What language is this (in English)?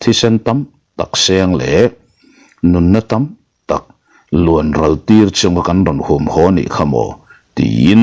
Mizo